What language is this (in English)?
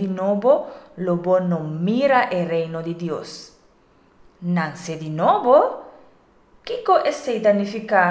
Papiamento